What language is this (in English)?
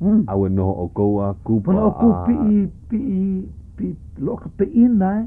Hawaiian